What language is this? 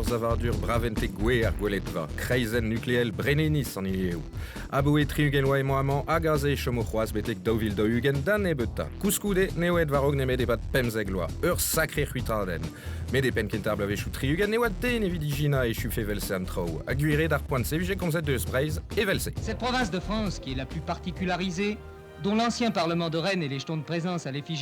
Breton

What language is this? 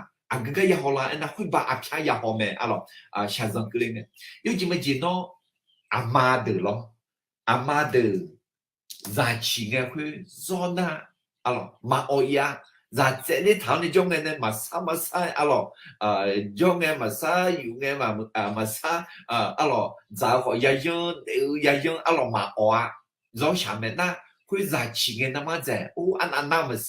Akha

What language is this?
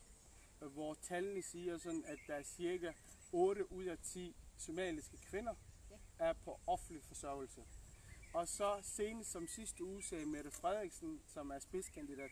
Danish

